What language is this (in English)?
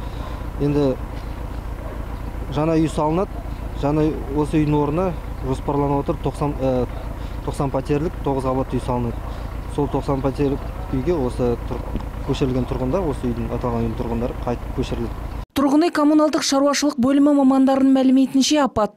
Kazakh